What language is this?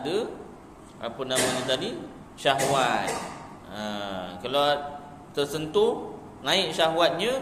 Malay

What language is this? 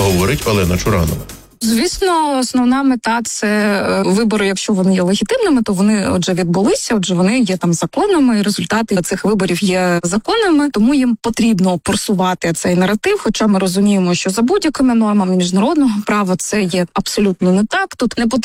Ukrainian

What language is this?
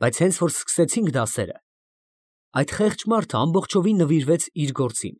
Armenian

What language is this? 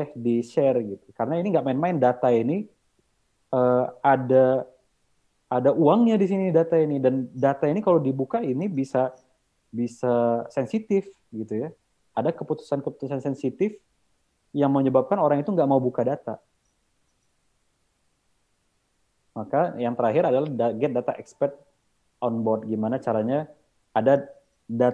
Indonesian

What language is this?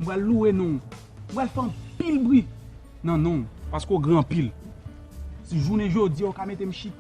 Haitian Creole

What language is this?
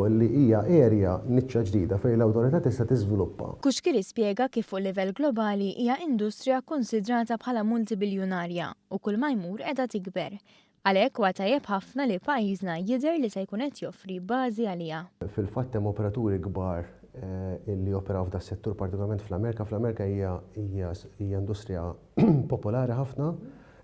Maltese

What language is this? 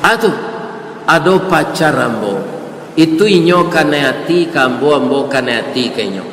Minangkabau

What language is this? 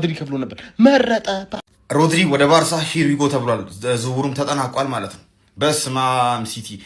Amharic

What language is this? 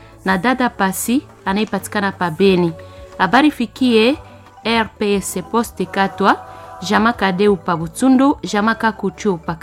Swahili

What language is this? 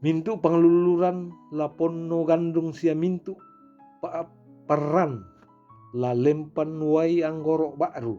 Toraja-Sa'dan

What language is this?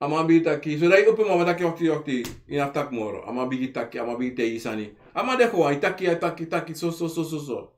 Sranan Tongo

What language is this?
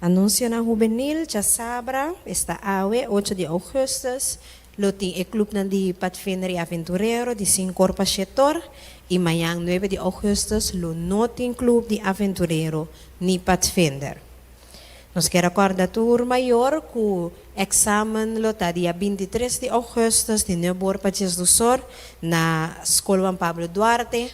Papiamento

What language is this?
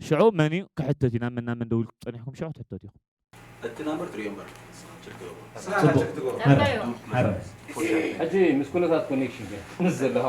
Tigrinya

